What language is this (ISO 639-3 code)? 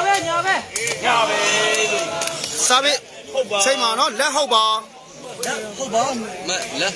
mya